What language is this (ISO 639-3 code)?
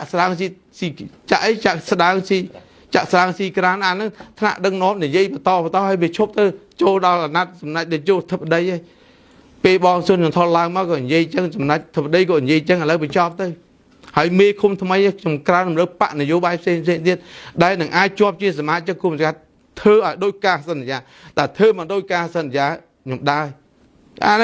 khm